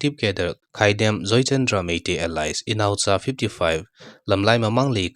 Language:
Thado Chin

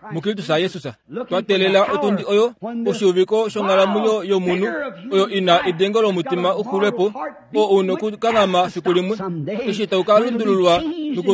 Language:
Kuanyama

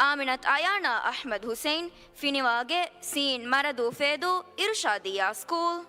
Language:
Divehi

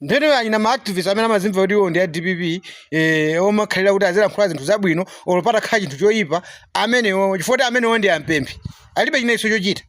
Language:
Nyanja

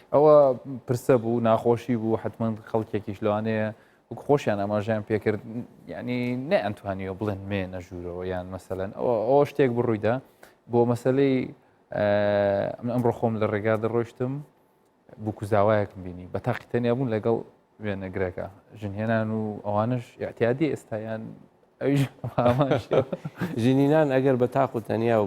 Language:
Central Kurdish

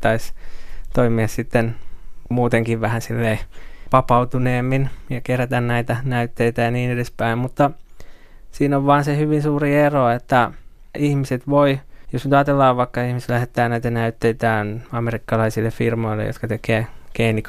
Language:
Finnish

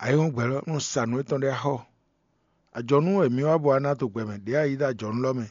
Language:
Fon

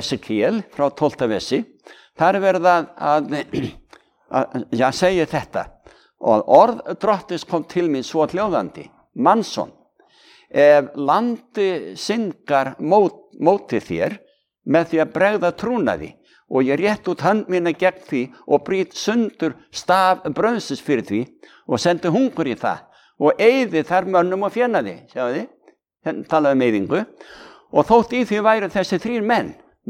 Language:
Icelandic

